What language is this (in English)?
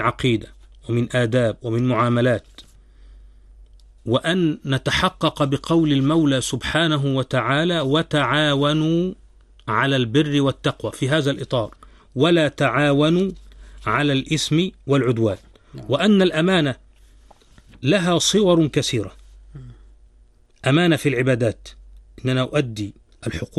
Arabic